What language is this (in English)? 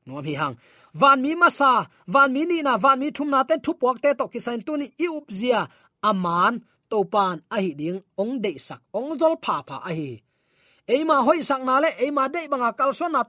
Tedim Chin